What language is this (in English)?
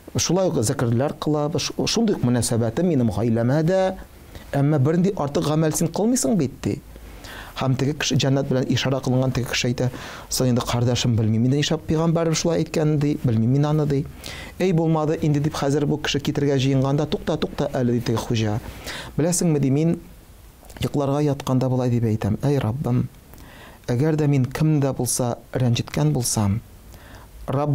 Tatar